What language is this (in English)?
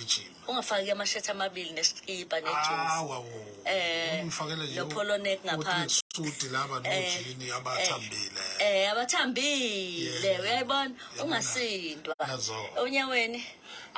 Zulu